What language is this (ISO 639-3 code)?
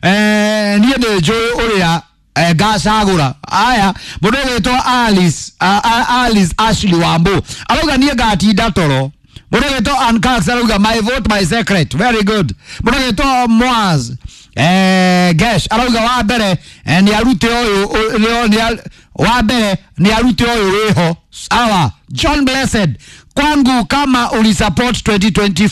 kik